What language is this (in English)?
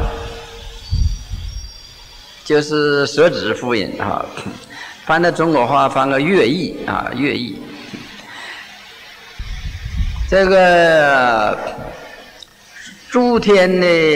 Chinese